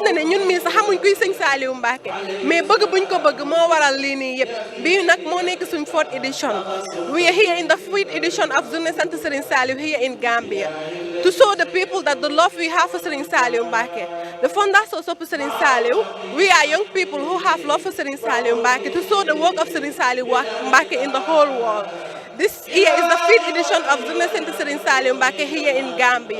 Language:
Wolof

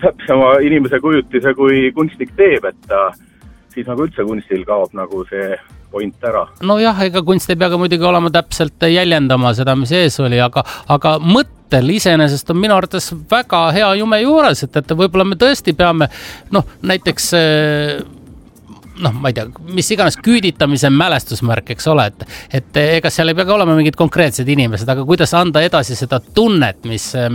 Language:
Estonian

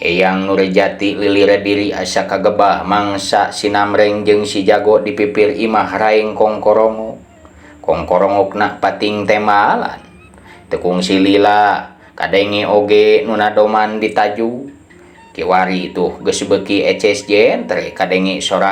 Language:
Sundanese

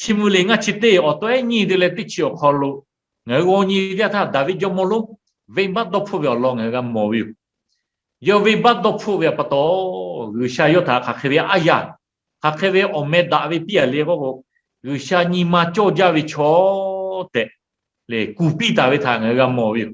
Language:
Lahu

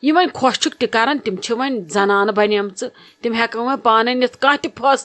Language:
Kashmiri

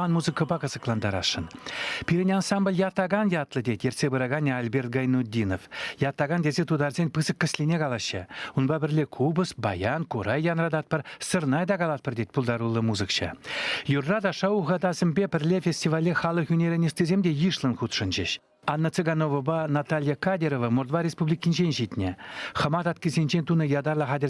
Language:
Chuvash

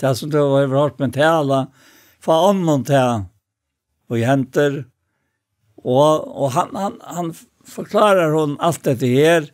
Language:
Faroese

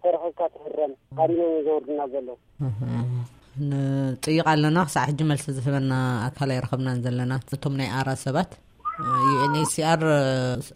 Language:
Tigrinya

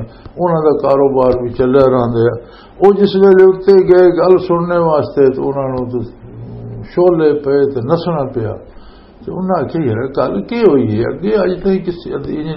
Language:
Western Panjabi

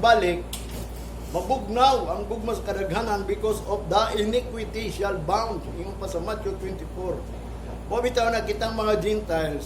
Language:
Cebuano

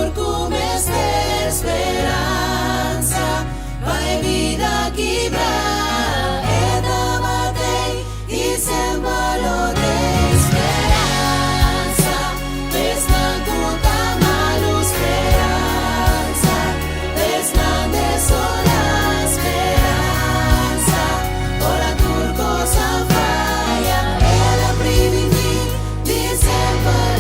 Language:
Papiamento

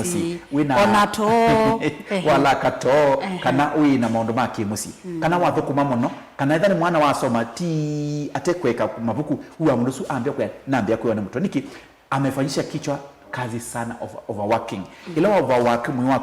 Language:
Kamba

